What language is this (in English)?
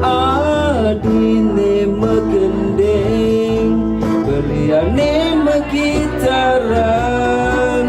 Balinese